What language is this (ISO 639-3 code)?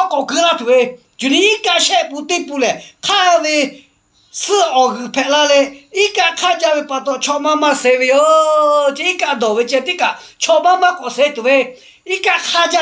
lhu